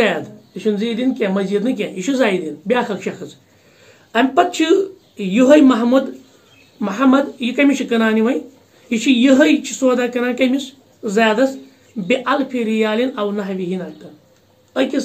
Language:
Kashmiri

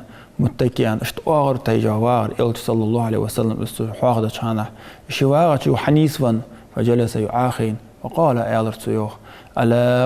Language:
Ingush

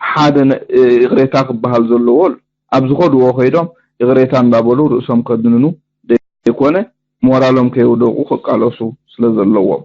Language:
Tigrinya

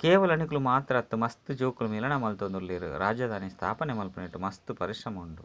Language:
Tulu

